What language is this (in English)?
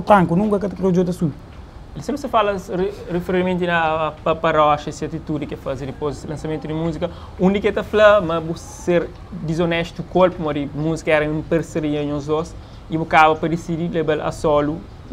Kabuverdianu